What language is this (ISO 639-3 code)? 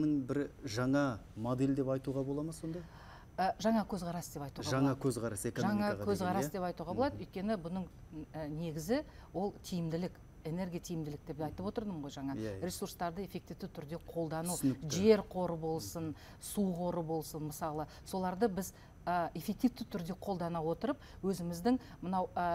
kaz